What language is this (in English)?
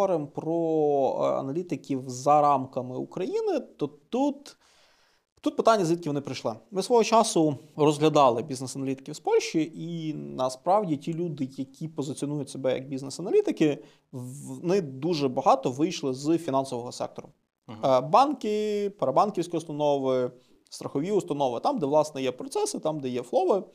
Ukrainian